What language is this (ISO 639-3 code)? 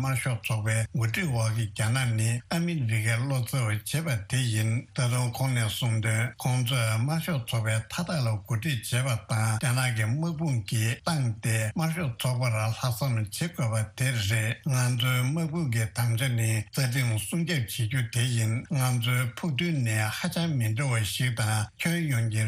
bod